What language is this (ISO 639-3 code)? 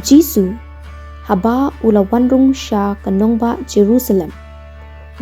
kha